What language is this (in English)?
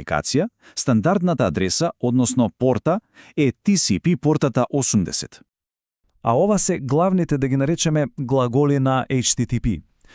Macedonian